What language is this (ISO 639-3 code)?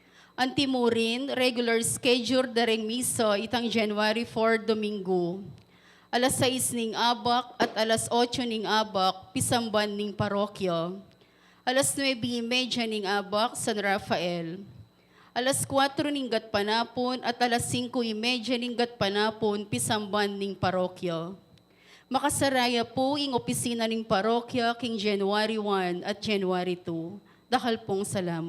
pam